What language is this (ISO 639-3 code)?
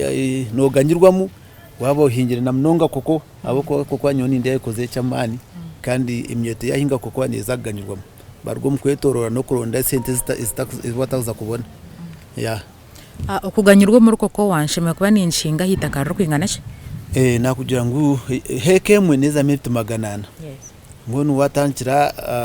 nyn